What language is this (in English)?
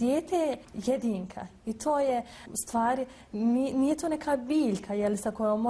Bosnian